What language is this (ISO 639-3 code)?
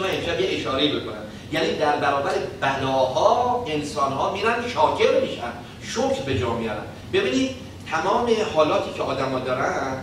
fas